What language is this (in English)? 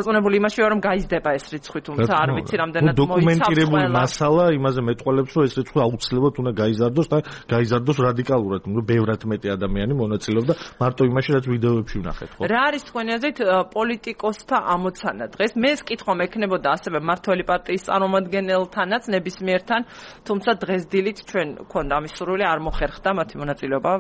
Georgian